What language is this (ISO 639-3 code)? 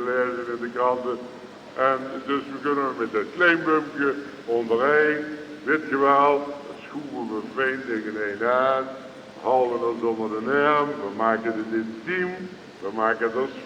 lim